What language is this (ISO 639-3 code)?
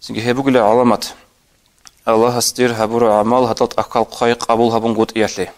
ava